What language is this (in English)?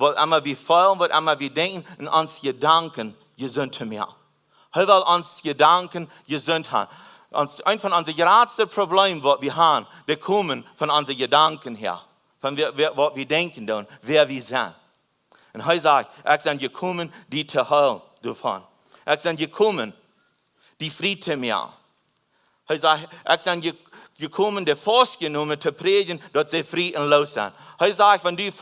Plautdietsch